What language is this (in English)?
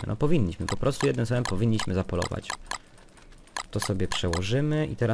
Polish